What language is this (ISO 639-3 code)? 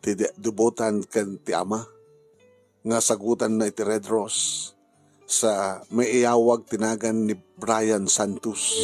ilo